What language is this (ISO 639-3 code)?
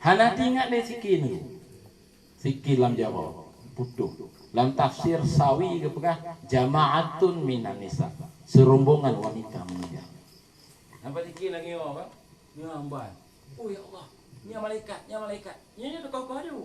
ace